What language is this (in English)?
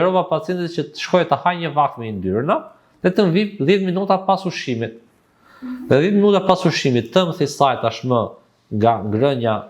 Albanian